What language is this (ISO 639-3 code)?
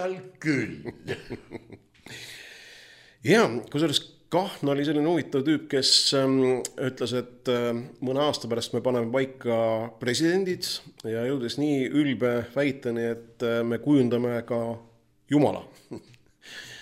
est